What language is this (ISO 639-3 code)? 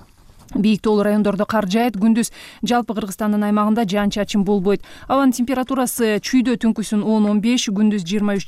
kir